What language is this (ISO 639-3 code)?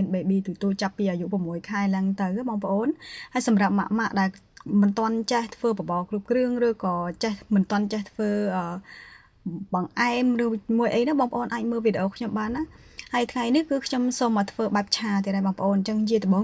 khm